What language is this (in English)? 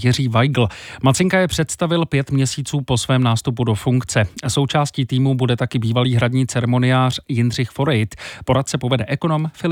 Czech